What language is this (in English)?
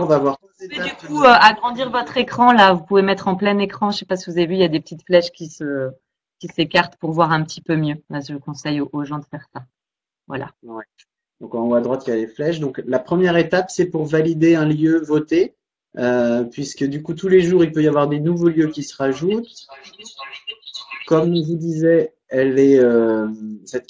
French